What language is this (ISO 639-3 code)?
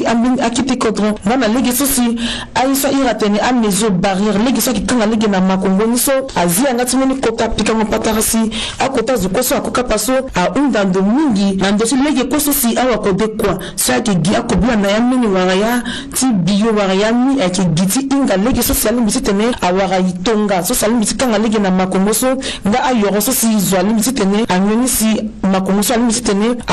sag